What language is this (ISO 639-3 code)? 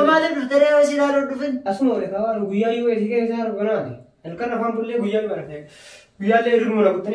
orm